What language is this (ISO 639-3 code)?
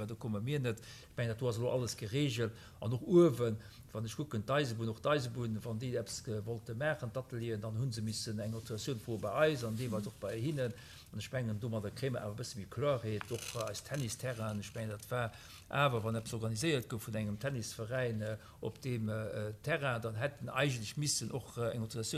ltz